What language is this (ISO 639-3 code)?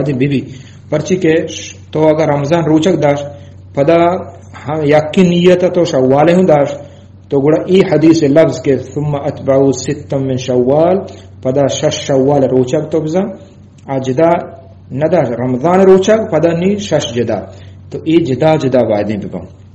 bgp